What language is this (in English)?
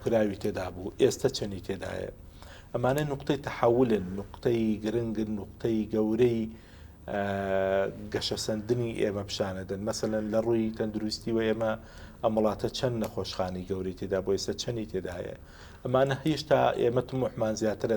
Central Kurdish